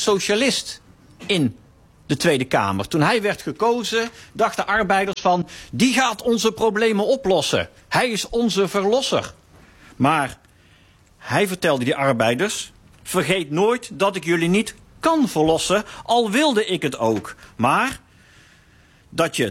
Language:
Dutch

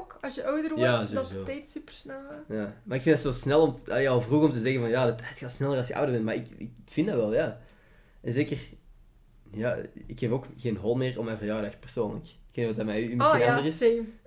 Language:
Dutch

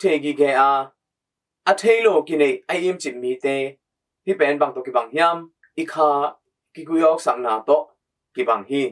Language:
Tedim Chin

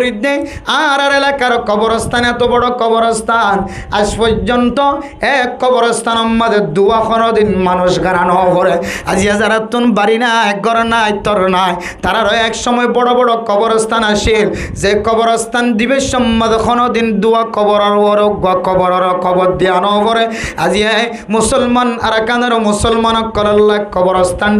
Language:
Rohingya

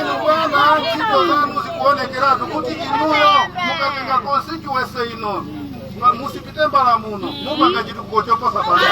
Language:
Nyanja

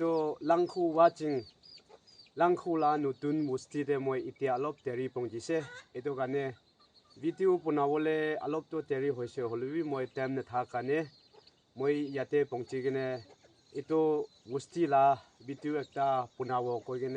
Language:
Naga Pidgin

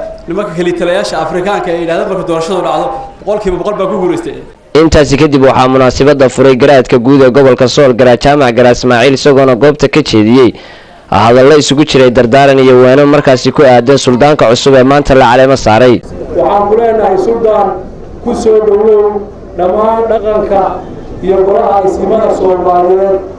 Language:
Somali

